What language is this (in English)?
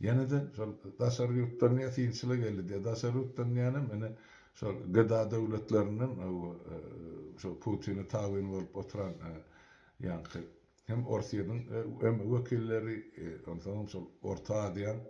Turkmen